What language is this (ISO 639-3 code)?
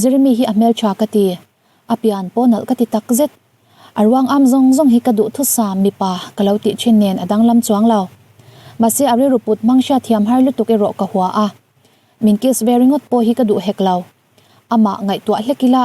lus